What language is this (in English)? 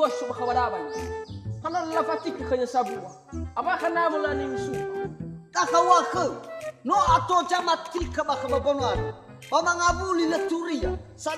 Nias